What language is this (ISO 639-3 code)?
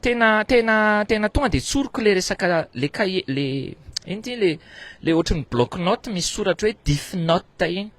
mlg